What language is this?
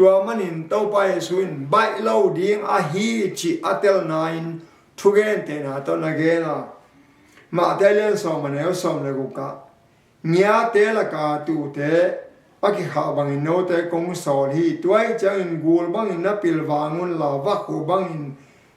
Tedim Chin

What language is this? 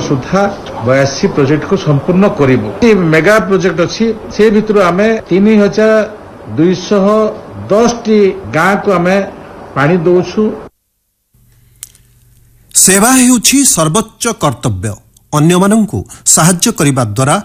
Odia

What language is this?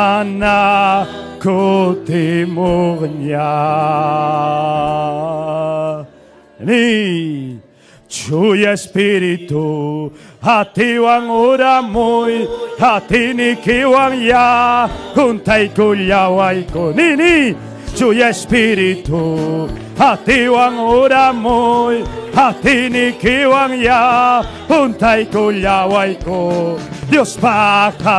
Ayacucho Quechua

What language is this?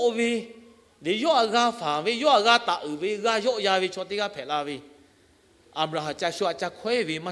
Lahu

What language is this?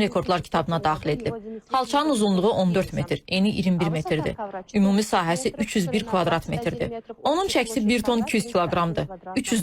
Azerbaijani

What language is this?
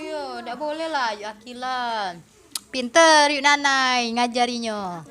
Musi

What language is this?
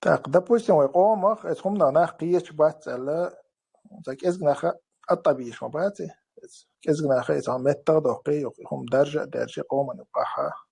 Chechen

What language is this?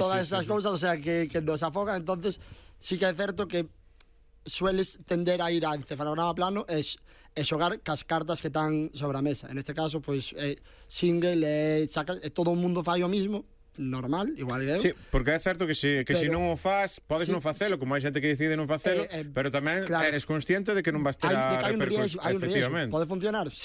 Galician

